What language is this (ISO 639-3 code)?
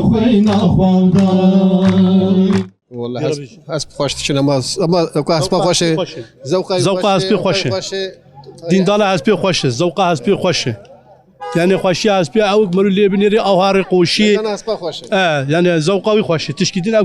kur